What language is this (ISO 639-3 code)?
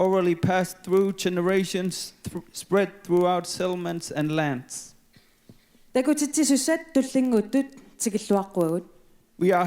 kal